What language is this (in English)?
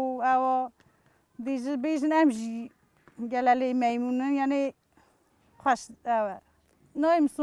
Kurdish